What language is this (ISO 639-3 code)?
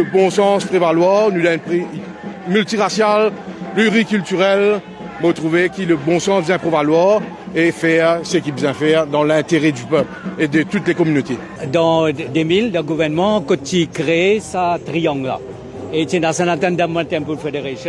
mfe